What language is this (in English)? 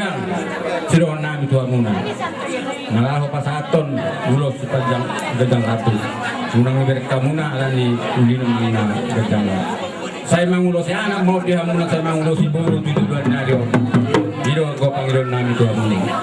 Batak Toba